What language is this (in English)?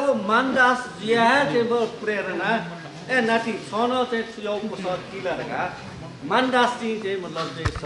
Newari